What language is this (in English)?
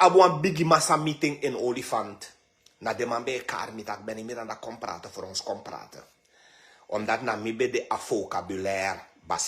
Sranan Tongo